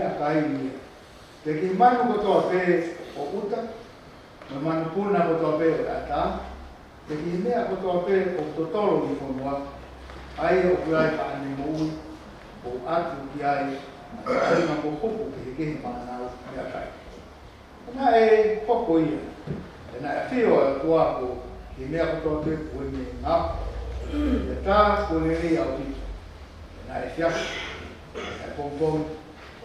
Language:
Tongan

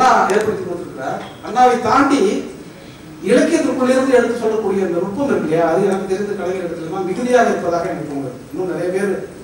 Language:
Tamil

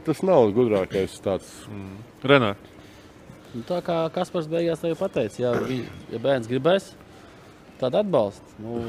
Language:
Latvian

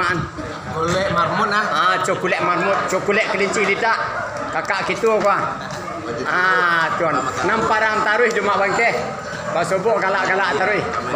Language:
Minangkabau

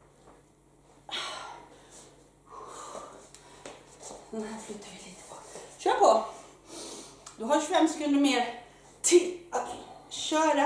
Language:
Swedish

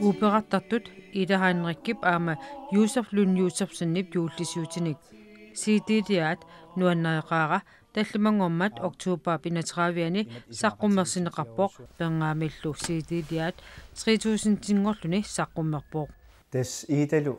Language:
Kalaallisut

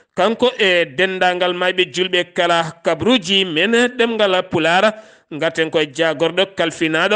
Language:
Fula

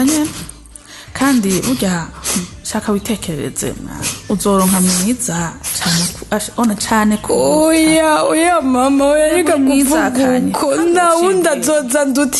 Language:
Rundi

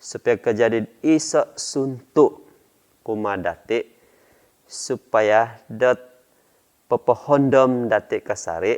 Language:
Central Dusun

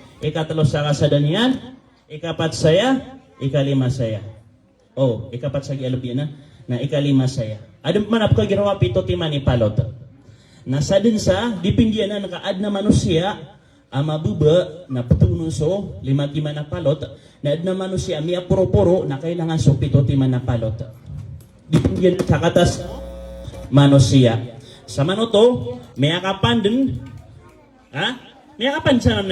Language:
Maranao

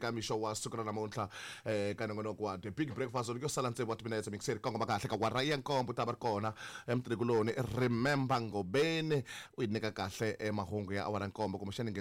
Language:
Tsonga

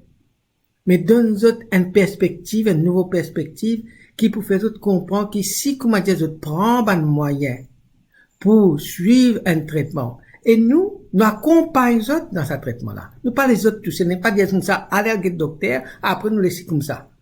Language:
Morisyen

